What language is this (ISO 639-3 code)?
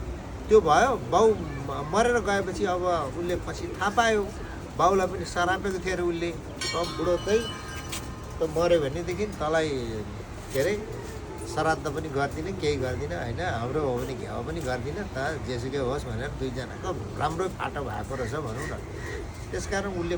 nep